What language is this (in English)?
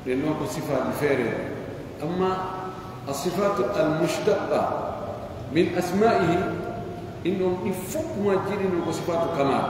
Pular